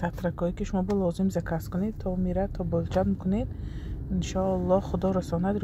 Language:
Tajik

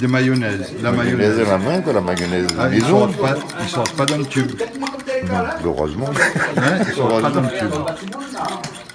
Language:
Réunion Creole French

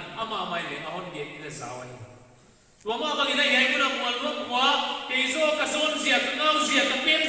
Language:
Paite Chin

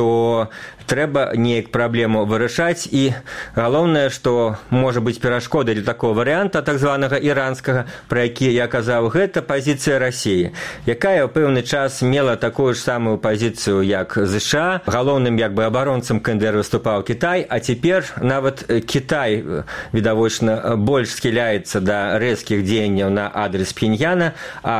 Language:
Belarusian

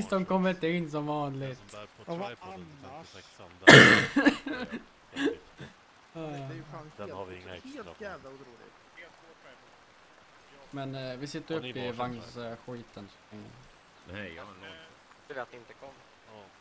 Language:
Swedish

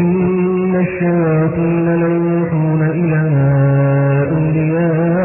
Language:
Arabic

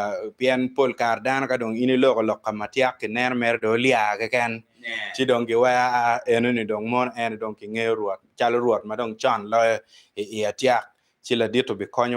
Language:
Acoli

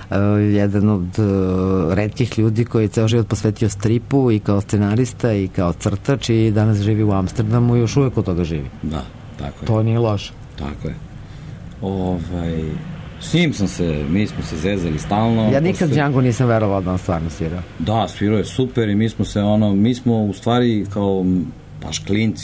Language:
Serbian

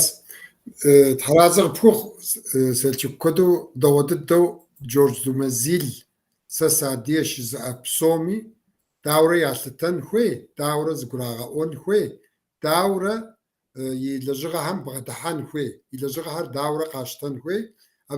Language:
Kabardian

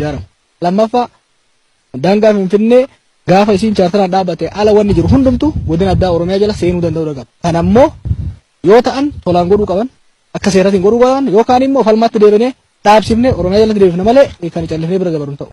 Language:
Oromo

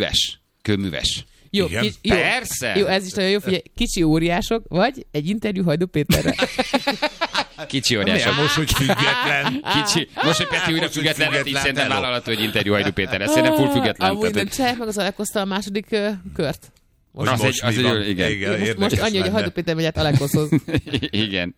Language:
Hungarian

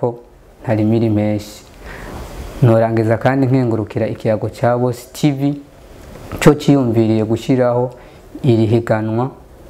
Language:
Rundi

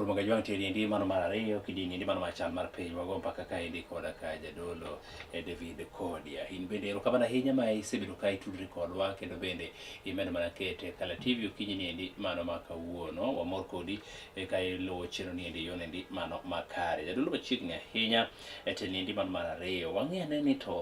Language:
Luo (Kenya and Tanzania)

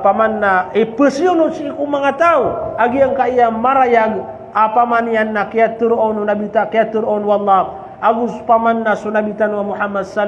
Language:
Maranao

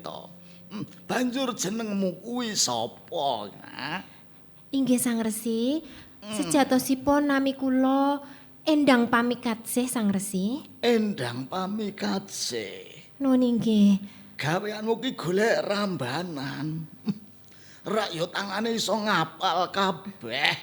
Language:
Javanese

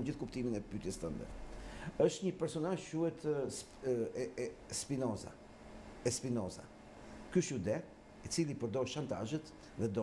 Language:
Albanian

